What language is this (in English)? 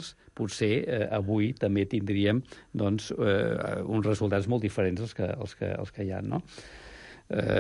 Catalan